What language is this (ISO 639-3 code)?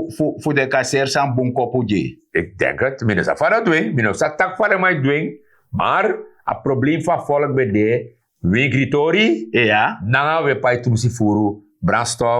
srn